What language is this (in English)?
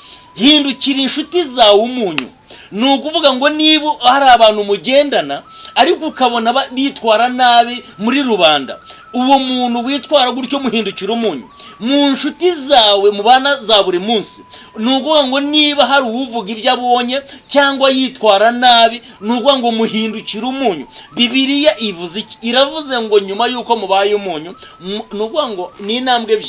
Kinyarwanda